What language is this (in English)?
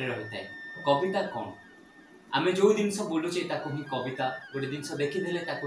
Odia